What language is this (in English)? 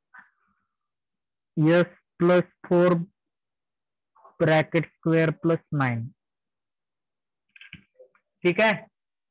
Marathi